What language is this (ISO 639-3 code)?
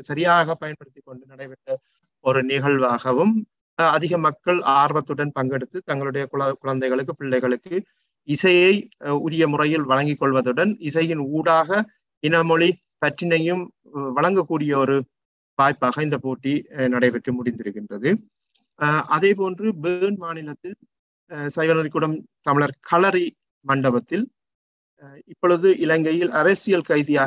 tam